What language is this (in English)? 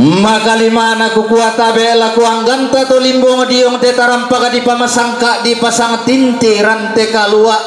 Toraja-Sa'dan